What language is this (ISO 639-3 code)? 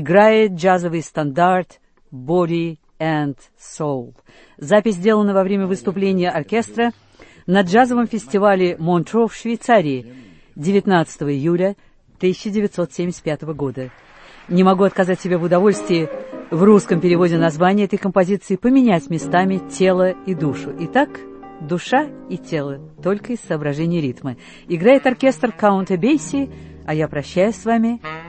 rus